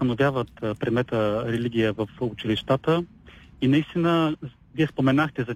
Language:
Bulgarian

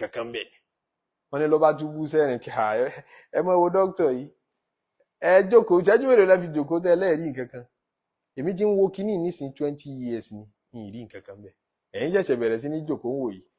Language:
Yoruba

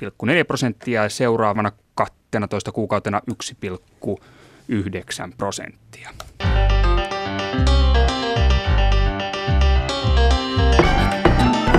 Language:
Finnish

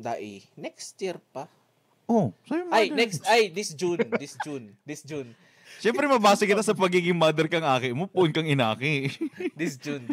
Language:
Bikol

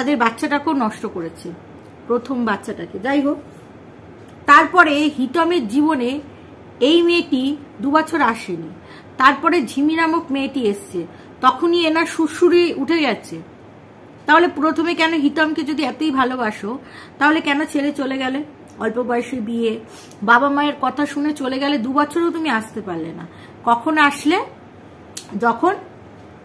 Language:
Bangla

